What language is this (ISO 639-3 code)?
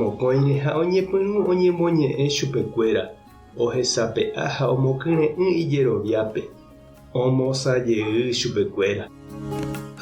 grn